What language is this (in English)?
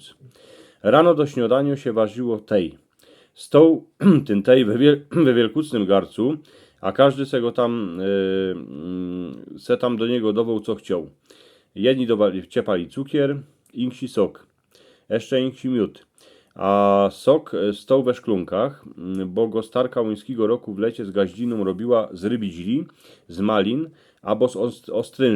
Silesian